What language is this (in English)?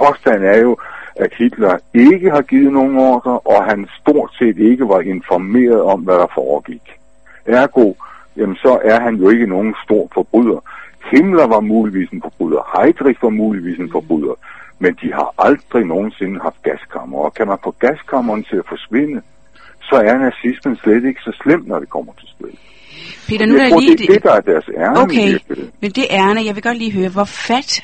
Danish